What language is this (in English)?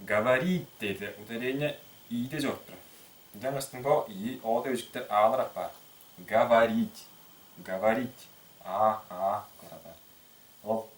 Tuvinian